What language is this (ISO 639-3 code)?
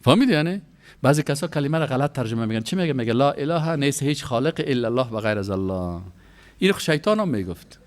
fas